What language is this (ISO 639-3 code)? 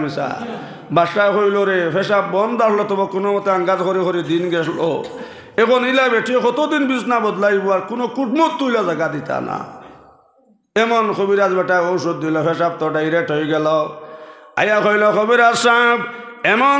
syl